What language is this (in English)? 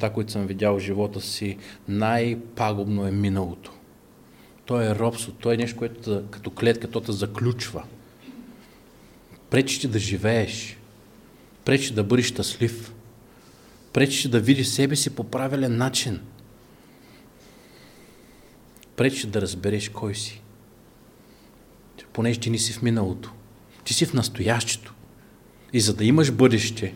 Bulgarian